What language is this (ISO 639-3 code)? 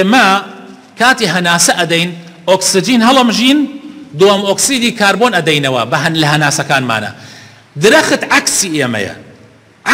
ckb